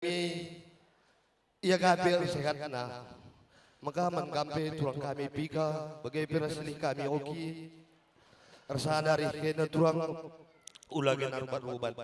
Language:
Batak Karo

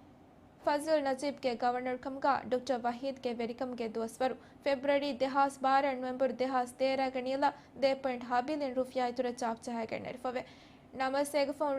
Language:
Divehi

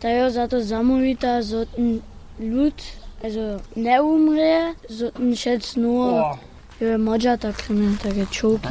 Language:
Upper Sorbian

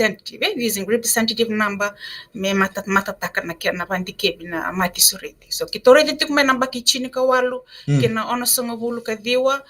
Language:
Fijian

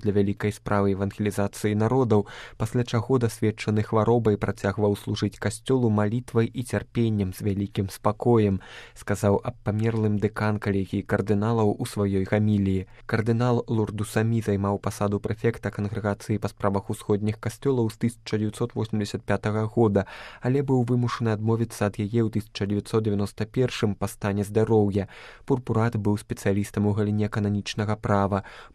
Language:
Belarusian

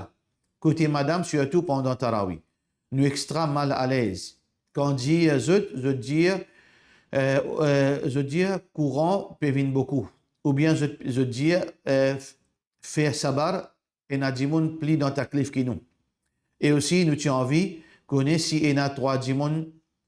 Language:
Morisyen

